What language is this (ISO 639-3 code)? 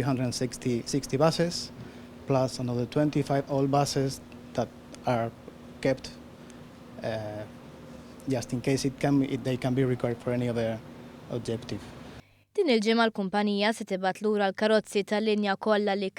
mlt